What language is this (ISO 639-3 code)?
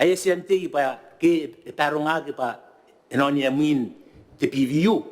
gil